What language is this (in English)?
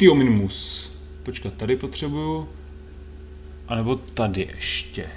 Czech